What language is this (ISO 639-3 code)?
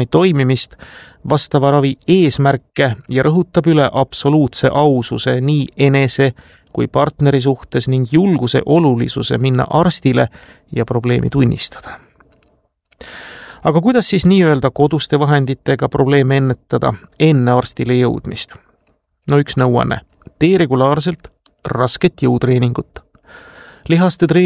est